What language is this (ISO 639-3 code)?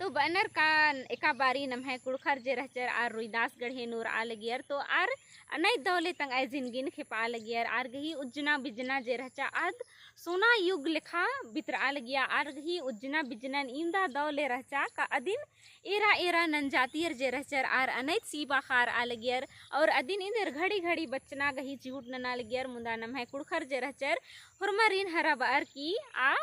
kru